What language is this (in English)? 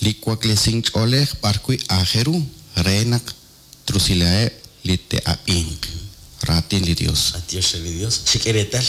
Kekchí